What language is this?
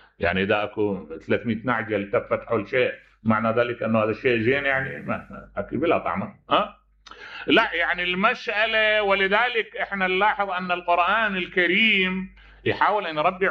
Mesopotamian Arabic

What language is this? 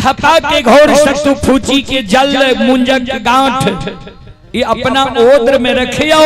Maithili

